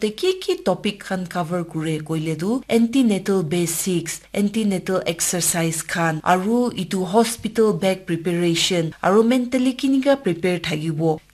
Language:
Naga Pidgin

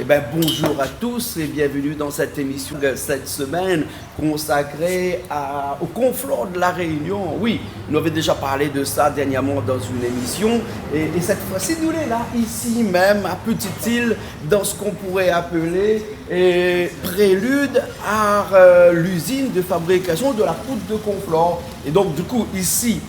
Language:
Réunion Creole French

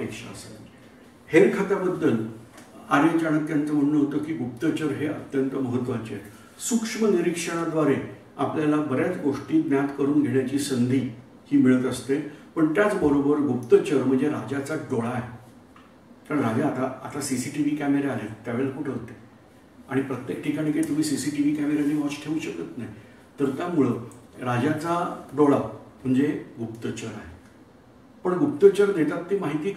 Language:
Marathi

